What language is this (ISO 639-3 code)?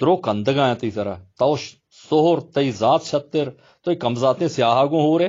bal